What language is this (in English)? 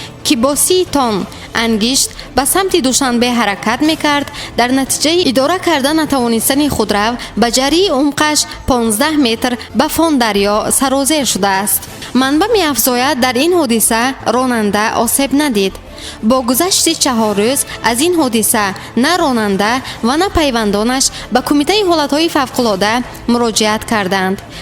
Tajik